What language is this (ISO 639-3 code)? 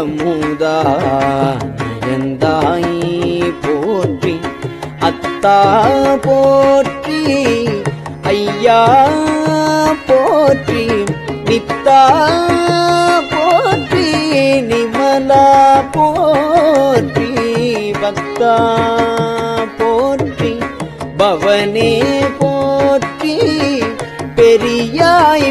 tam